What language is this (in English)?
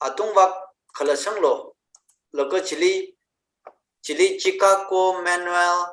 Tangkhul Naga (India)